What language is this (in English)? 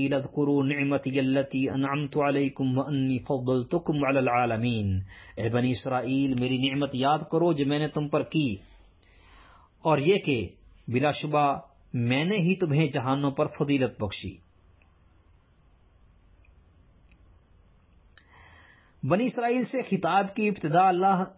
Urdu